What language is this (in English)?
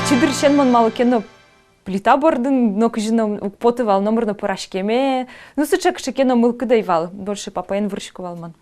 Udmurt